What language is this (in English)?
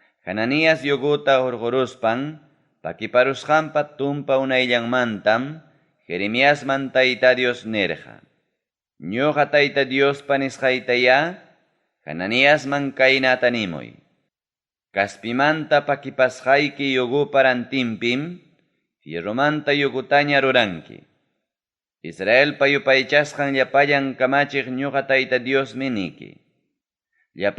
Ayacucho Quechua